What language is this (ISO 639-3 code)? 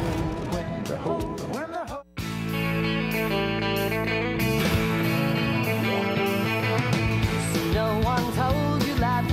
por